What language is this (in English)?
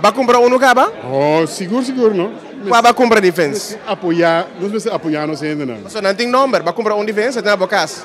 Papiamento